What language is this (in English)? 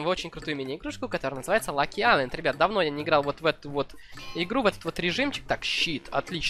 Russian